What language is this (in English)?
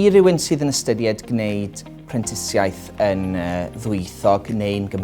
Welsh